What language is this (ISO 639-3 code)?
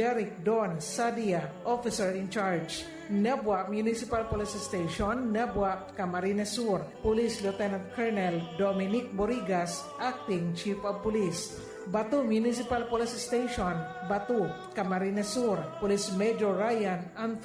bik